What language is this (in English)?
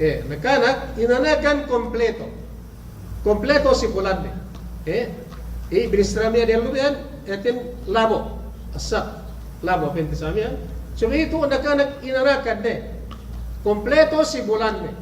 Yakan